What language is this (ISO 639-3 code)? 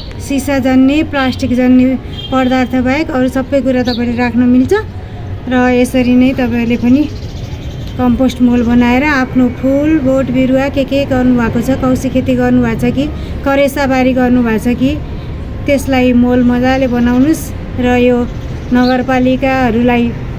nep